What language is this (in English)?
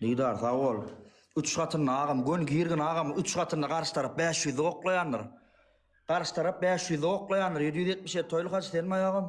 Turkmen